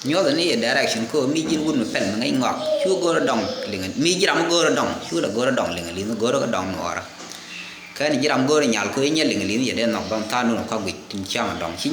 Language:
Nuer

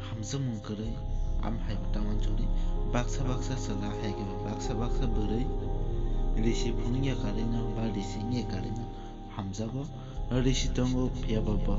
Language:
Kok Borok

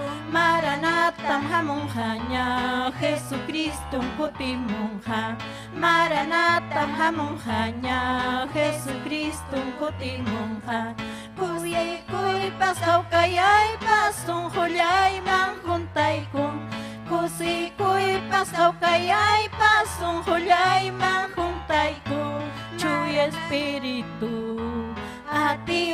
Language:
Ayacucho Quechua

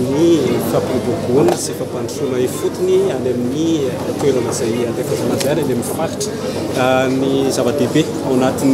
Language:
Malagasy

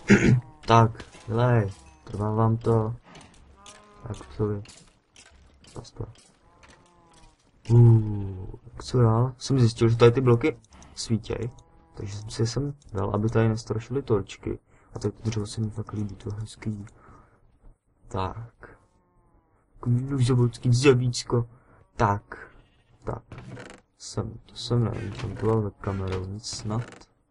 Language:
Czech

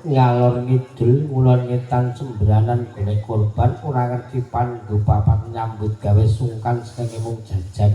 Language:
Javanese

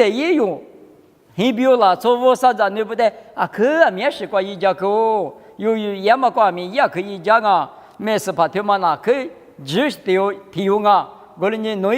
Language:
Lisu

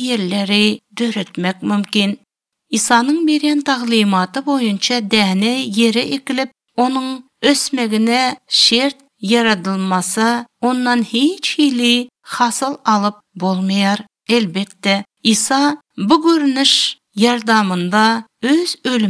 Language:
Turkmen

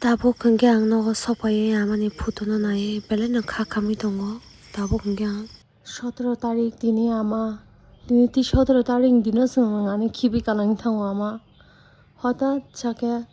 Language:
Kok Borok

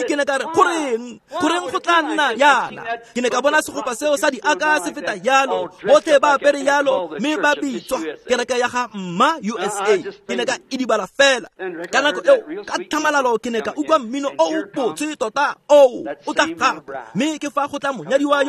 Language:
Tswana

